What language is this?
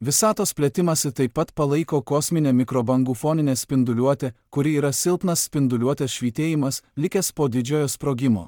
Lithuanian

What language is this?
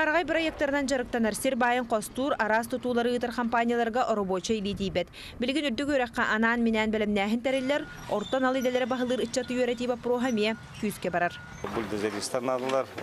Yakut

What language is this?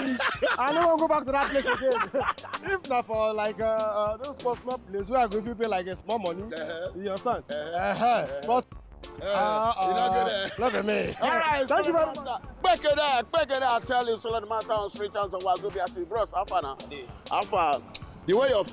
Nigerian Pidgin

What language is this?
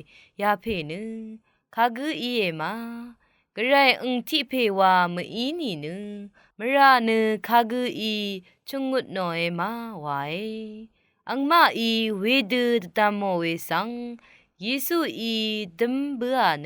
Rawang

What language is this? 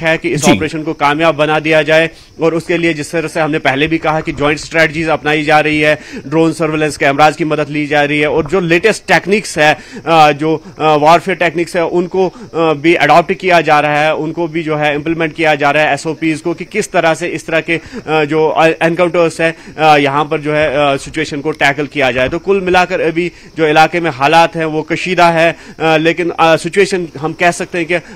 Hindi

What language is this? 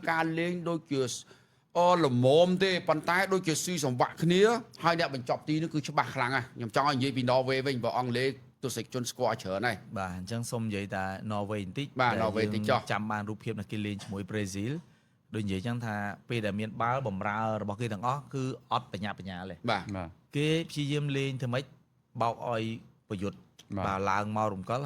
Khmer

